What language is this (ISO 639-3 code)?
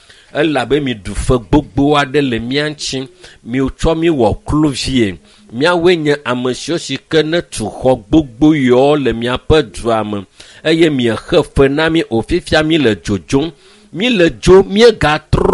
ewe